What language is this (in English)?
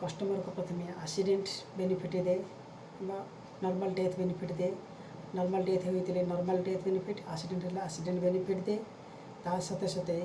Odia